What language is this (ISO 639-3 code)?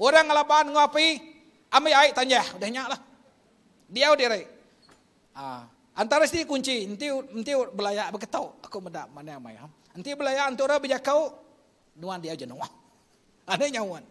iba